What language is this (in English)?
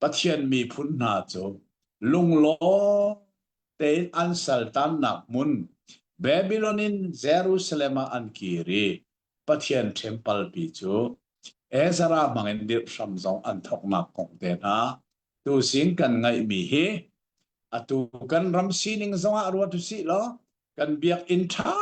Hakha Chin